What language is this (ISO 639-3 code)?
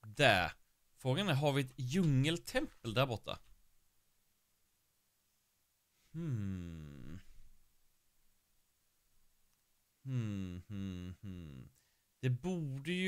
swe